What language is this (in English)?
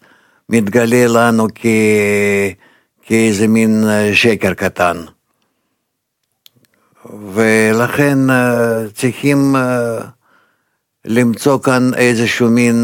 Hebrew